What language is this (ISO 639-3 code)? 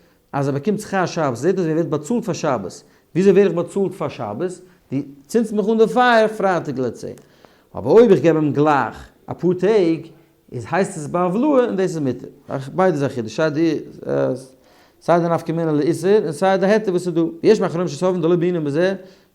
yid